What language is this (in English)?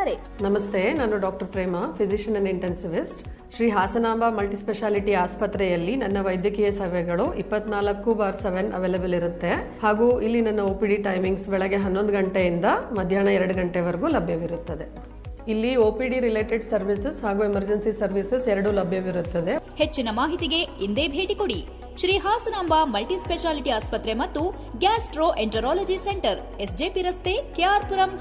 Kannada